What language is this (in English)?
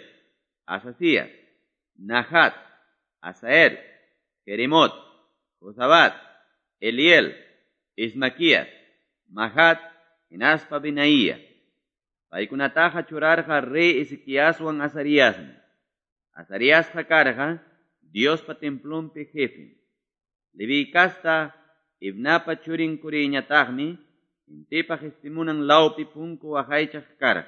Quechua